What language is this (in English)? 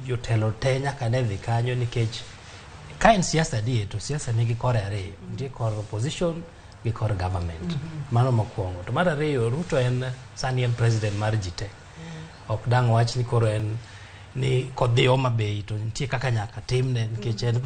Luo (Kenya and Tanzania)